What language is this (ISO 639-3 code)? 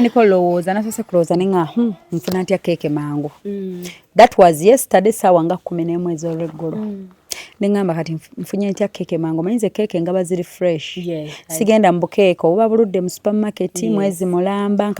lug